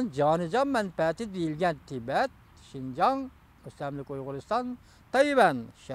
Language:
Uyghur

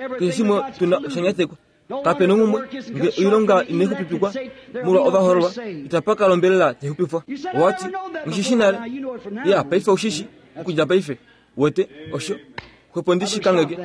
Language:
Kuanyama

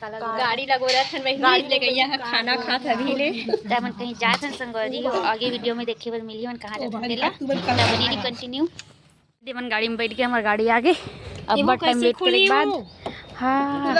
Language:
Chhattisgarhi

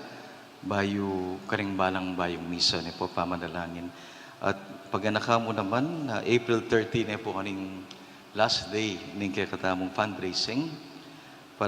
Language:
Pampanga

